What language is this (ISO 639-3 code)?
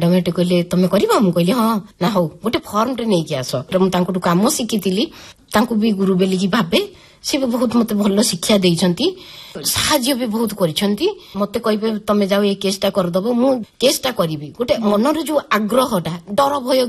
ori